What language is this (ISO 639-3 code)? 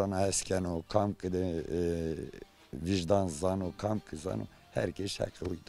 zza